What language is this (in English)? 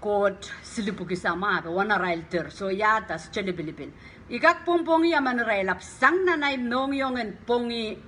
Pohnpeian